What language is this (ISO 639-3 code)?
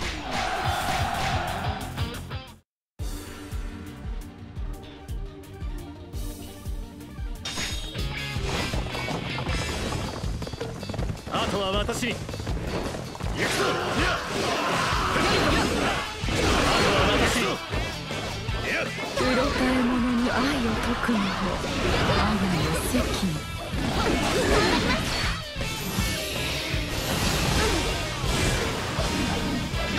jpn